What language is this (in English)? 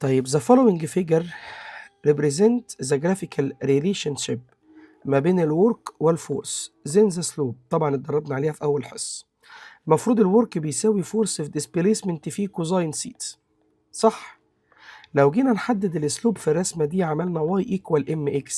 Egyptian Arabic